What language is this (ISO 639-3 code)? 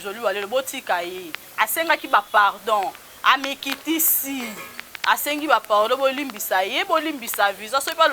lin